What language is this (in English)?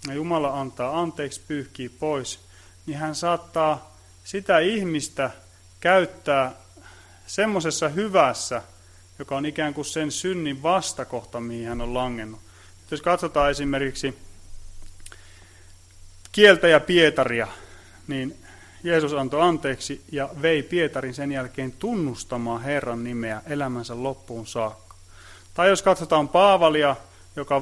Finnish